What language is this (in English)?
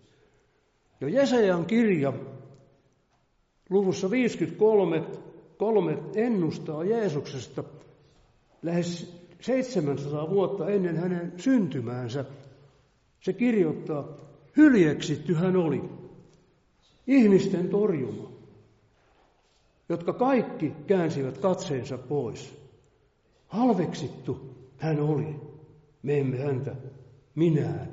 Finnish